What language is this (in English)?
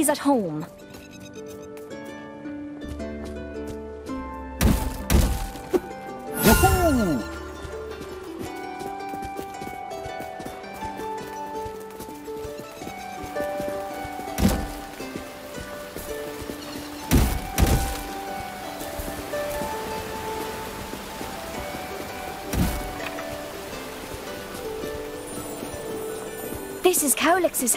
English